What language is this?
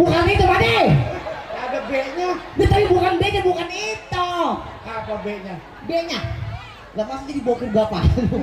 Betawi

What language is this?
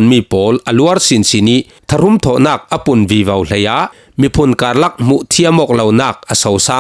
Falam Chin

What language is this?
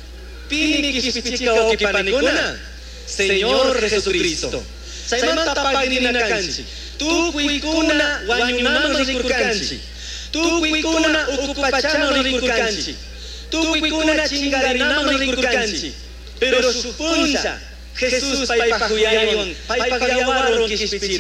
Chimborazo Highland Quichua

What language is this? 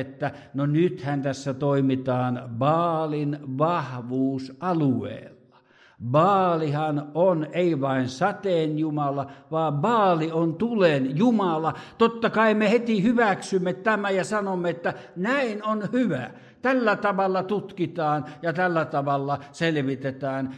Finnish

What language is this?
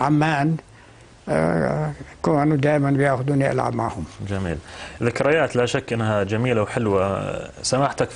North Levantine Arabic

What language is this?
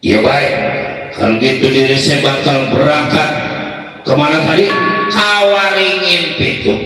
Betawi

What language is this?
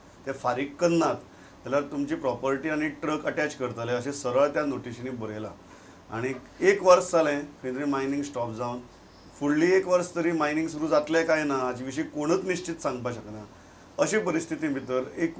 Konkani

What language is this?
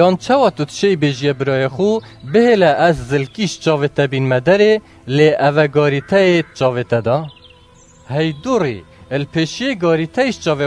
Kurdish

